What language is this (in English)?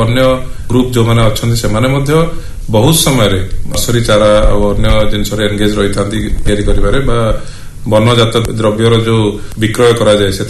Odia